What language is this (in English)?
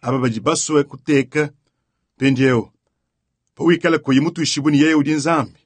Luba-Lulua